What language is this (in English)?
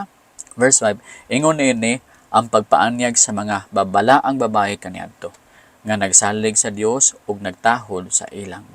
Cebuano